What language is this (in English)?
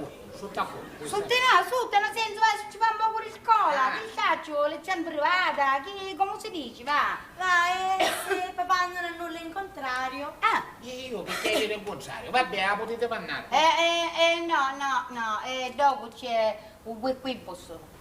Sicilian